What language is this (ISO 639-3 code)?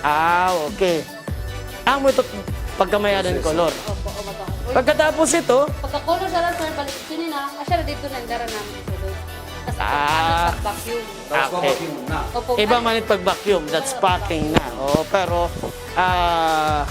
war